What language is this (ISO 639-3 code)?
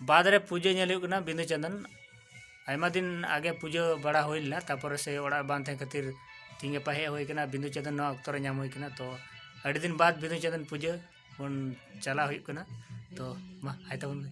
sat